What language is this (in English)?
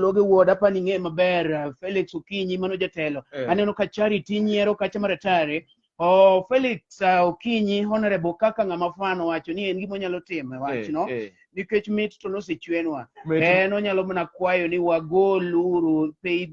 Luo (Kenya and Tanzania)